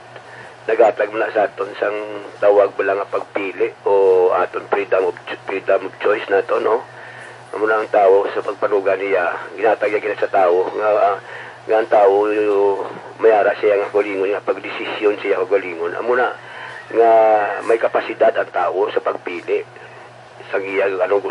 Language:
Hiligaynon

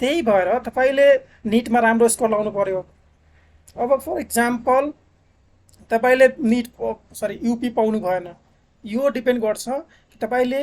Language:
Nepali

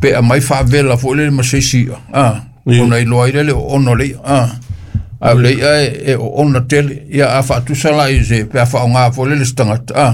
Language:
Samoan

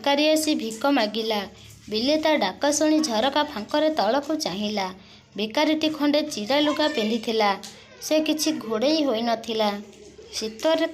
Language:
Odia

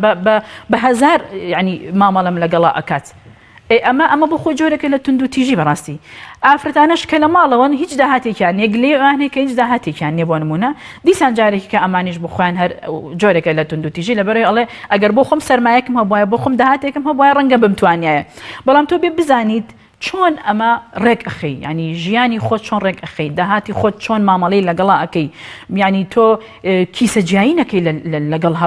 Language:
Central Kurdish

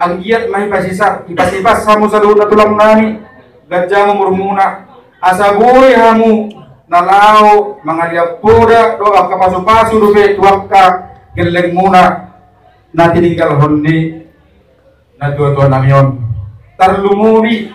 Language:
Batak Toba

